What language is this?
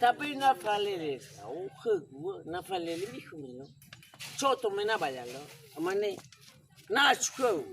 Nias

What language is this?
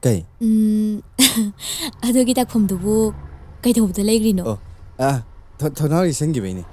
Manipuri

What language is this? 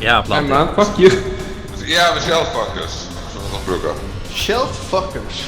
Faroese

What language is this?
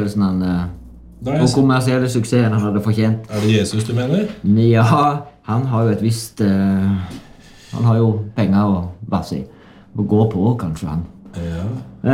Norwegian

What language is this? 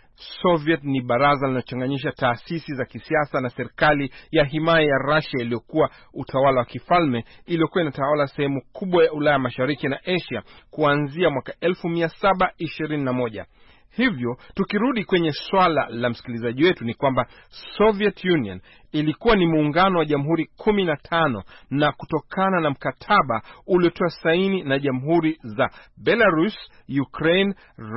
Swahili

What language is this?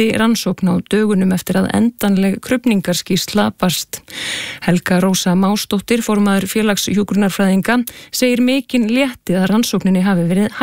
Icelandic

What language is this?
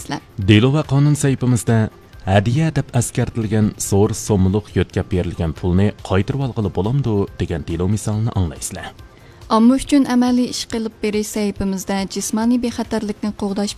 Uyghur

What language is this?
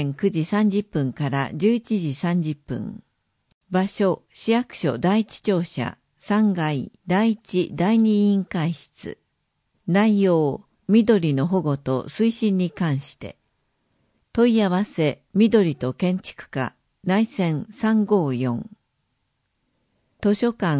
Japanese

